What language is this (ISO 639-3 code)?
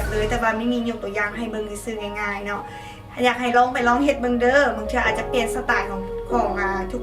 lao